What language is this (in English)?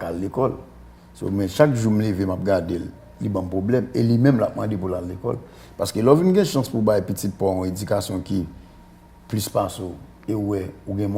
Haitian Creole